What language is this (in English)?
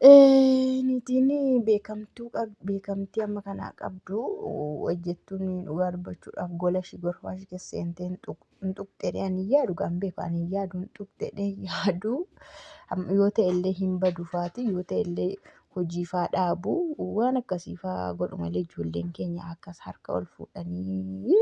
Oromo